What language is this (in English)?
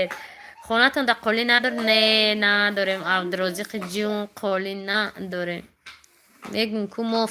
Tajik